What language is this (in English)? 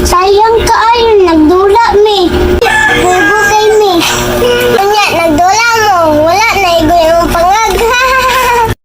Cebuano